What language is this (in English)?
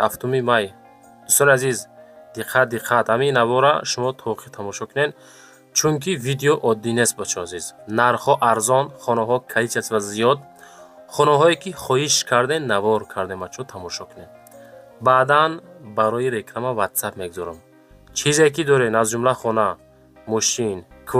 Tajik